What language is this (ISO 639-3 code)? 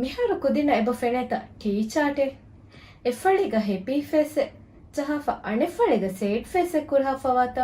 div